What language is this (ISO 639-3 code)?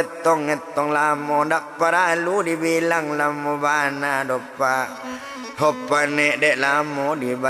min